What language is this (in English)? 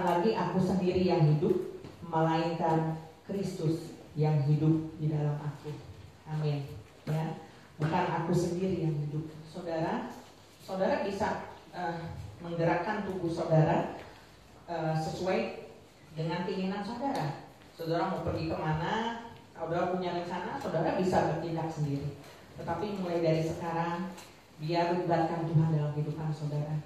Indonesian